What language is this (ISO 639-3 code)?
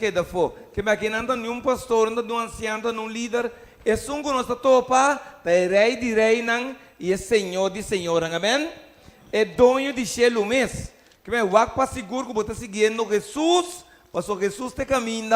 pap